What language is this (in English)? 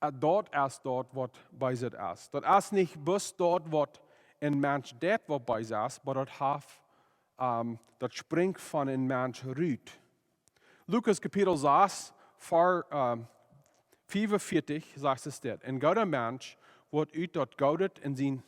Plautdietsch